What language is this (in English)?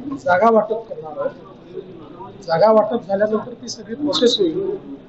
Marathi